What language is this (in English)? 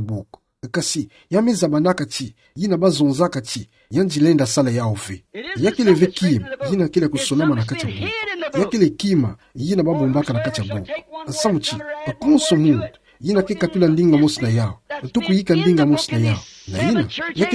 Kituba (Democratic Republic of Congo)